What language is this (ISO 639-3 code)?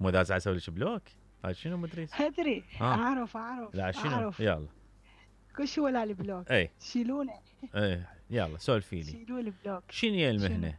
acm